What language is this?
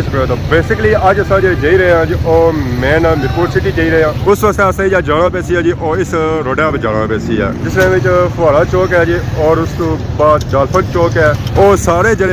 Pahari-Potwari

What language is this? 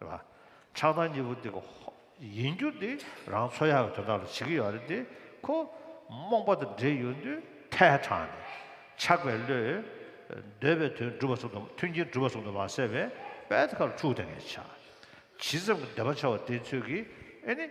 Tibetan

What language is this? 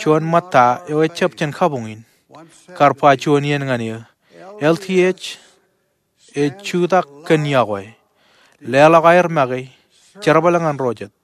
Marshallese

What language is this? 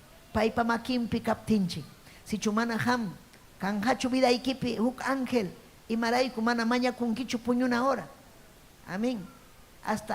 Ayacucho Quechua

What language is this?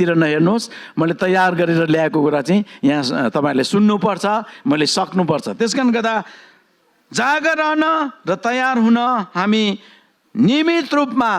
Nepali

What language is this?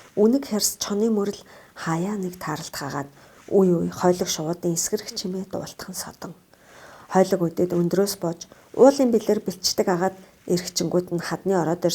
Mongolian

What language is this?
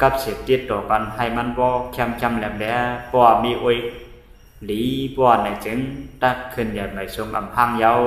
Shan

